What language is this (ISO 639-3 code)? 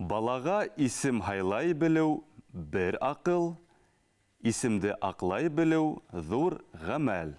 bak